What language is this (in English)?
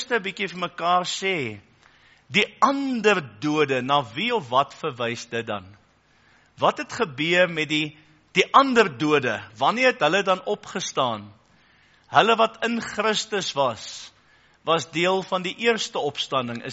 Afrikaans